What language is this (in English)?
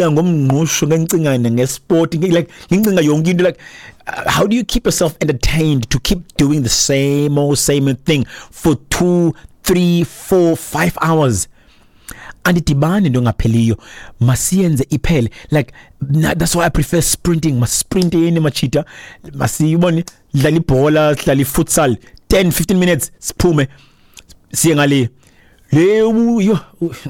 Xhosa